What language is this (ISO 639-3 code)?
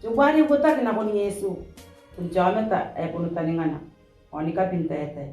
gil